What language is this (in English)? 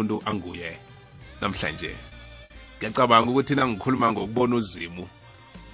South Ndebele